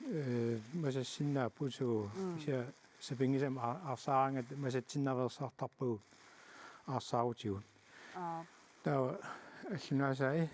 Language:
Kalaallisut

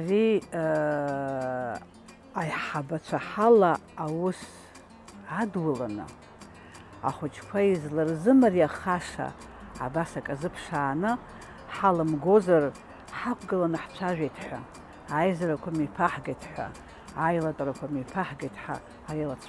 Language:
Abkhazian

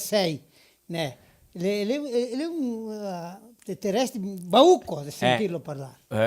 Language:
Venetian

